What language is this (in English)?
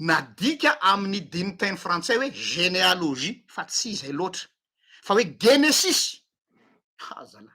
Malagasy